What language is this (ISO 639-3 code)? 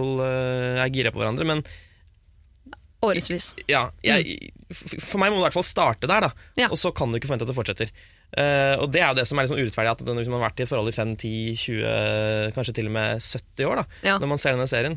nor